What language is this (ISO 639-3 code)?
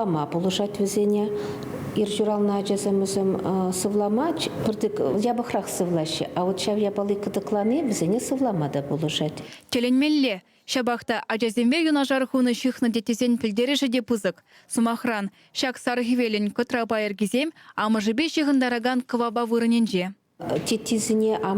chv